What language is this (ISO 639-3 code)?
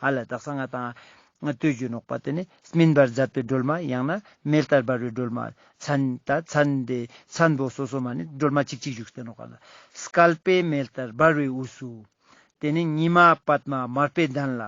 lbj